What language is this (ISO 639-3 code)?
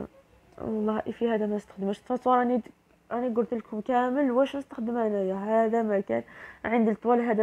arq